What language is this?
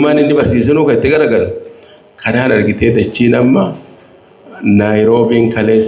Oromo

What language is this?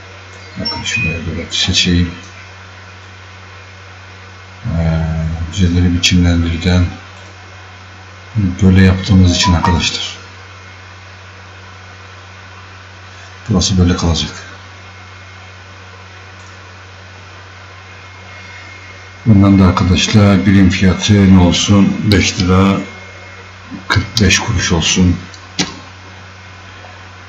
Turkish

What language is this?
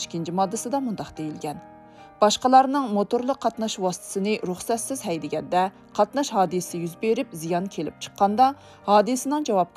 Uyghur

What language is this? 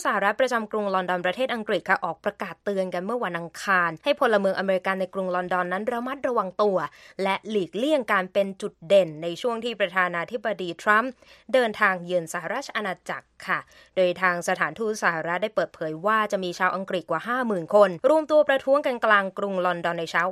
Thai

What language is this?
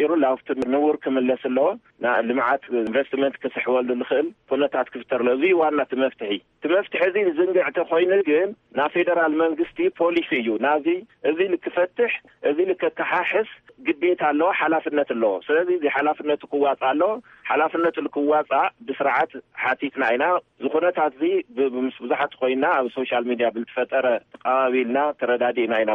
Tigrinya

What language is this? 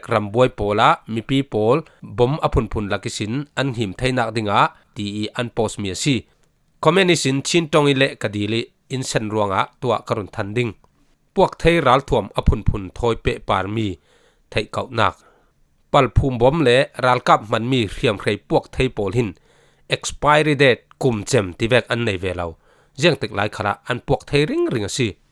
Falam Chin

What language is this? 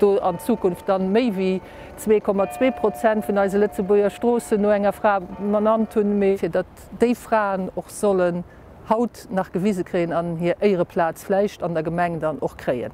Luxembourgish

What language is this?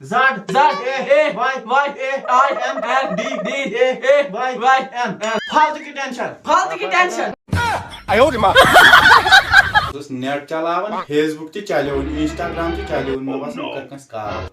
Kashmiri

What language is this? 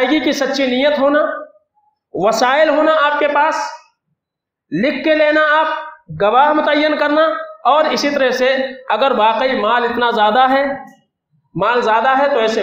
Urdu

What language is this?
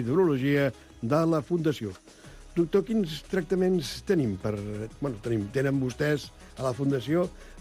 Catalan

